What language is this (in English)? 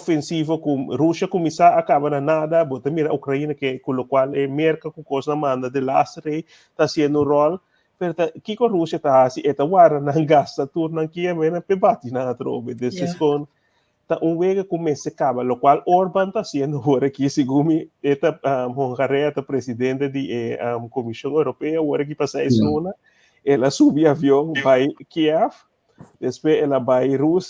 Papiamento